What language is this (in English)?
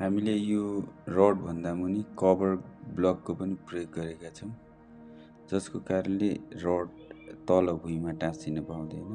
Nepali